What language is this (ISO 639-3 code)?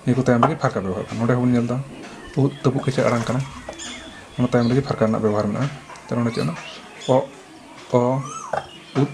sat